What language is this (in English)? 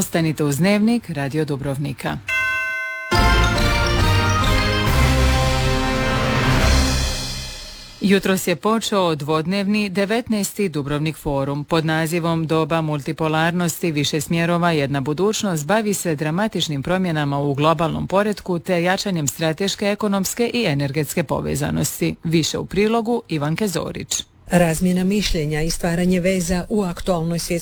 Croatian